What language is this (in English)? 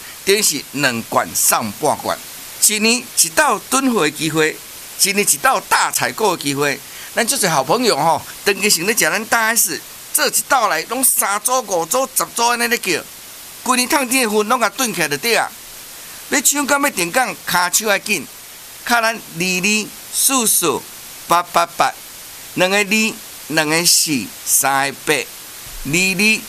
Min Nan Chinese